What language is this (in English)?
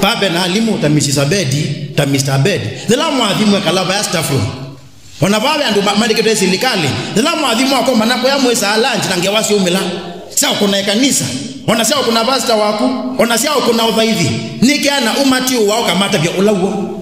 Kamba